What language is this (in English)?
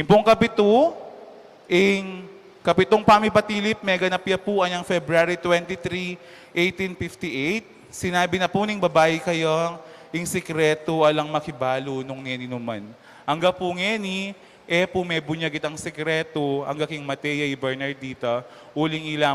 Pampanga